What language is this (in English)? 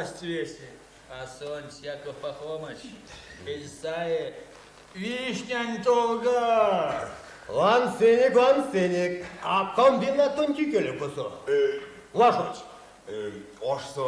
Erzya